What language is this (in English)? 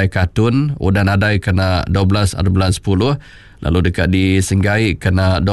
Iban